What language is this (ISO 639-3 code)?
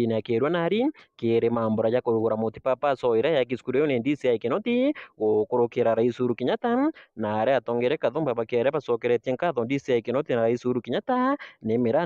mer